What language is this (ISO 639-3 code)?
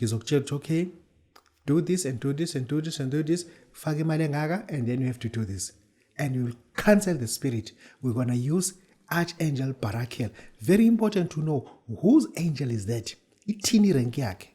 zul